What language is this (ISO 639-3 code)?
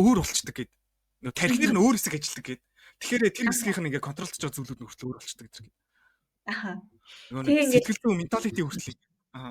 mon